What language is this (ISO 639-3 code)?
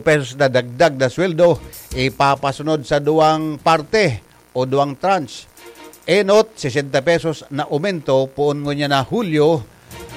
bik